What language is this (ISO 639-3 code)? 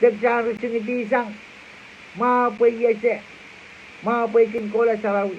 pon